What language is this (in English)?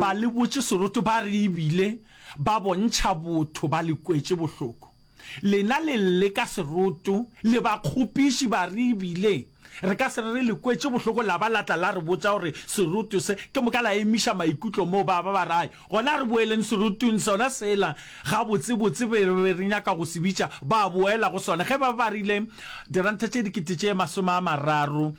Northern Sotho